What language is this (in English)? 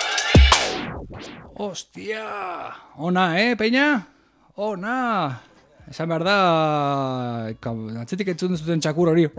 Basque